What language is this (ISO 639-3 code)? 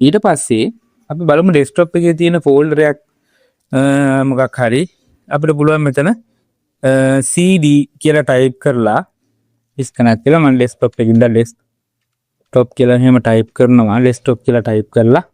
sin